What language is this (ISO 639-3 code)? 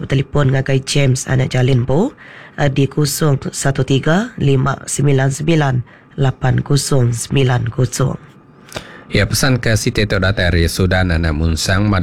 iba